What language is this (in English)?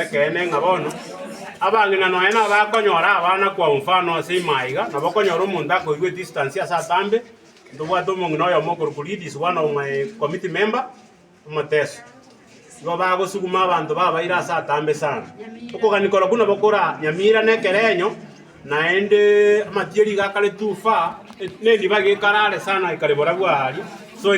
Gusii